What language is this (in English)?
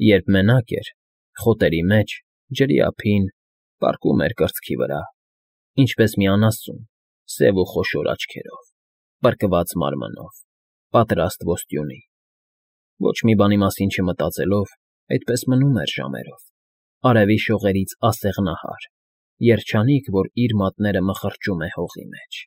Armenian